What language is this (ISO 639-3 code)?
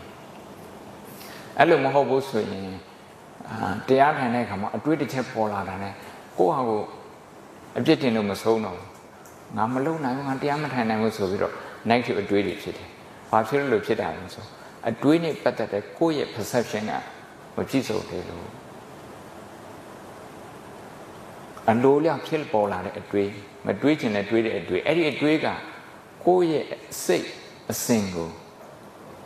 mya